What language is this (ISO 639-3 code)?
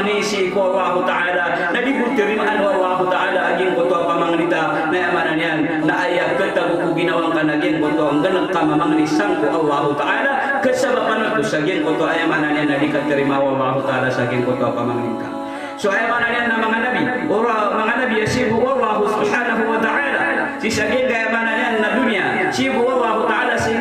mrw